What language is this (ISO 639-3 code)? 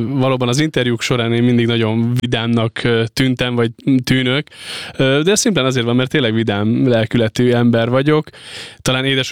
hun